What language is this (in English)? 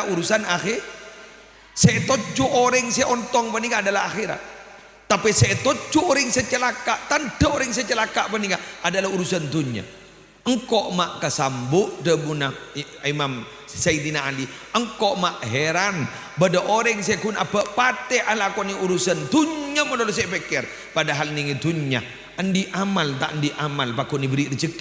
Madurese